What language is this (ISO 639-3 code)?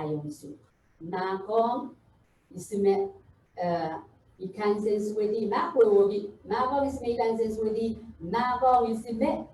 pon